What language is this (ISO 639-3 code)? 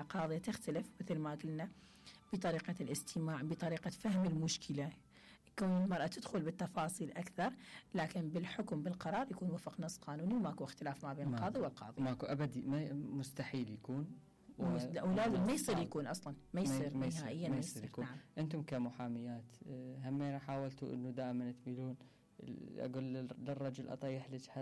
acm